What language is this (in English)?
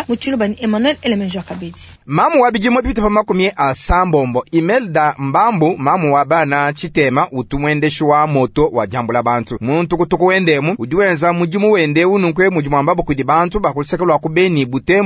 Luba-Lulua